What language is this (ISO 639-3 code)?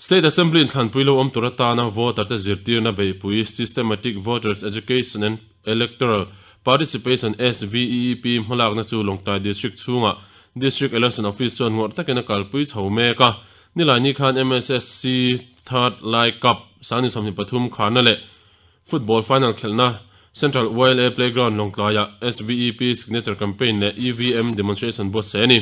lus